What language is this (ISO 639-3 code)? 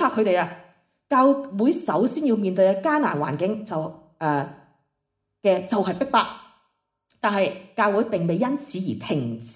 yue